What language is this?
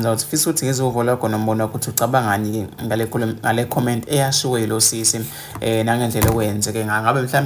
Zulu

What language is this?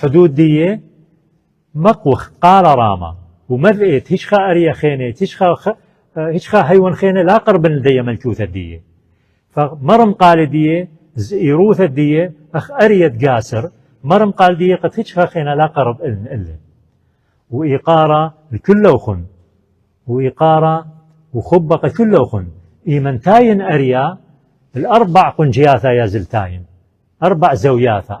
Assyrian Neo-Aramaic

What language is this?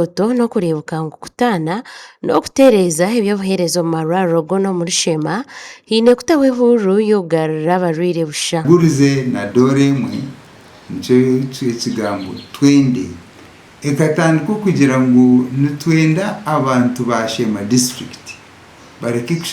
Nyankole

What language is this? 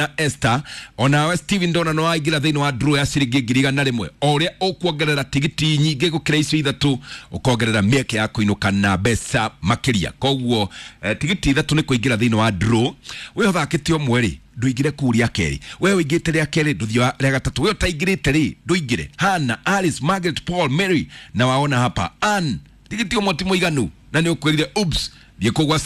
Kikuyu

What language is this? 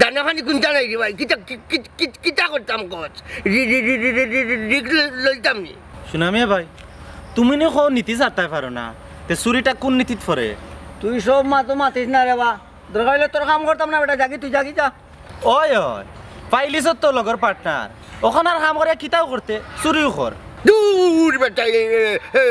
Sylheti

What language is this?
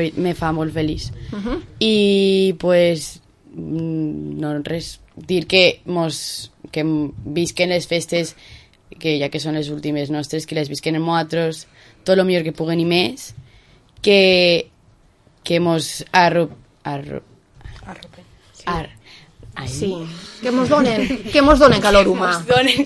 Catalan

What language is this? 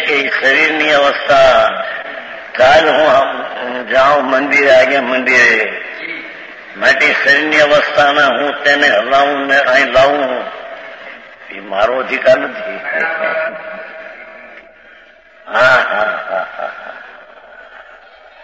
Gujarati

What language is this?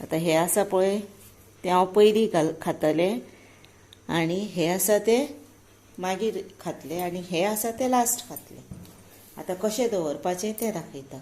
Konkani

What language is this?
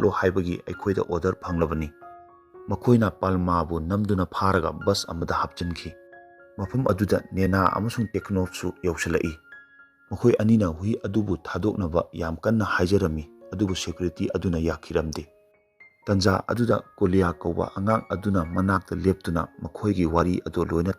Manipuri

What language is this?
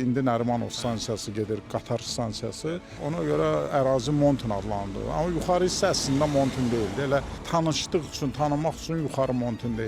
Azerbaijani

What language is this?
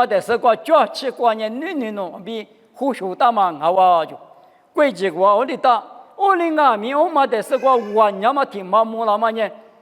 Lisu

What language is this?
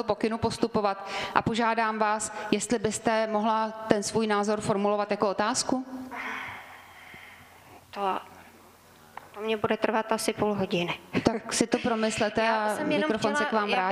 Czech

